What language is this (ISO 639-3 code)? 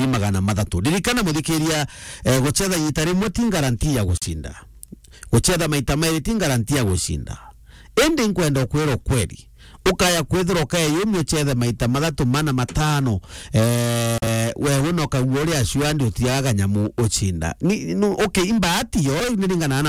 mer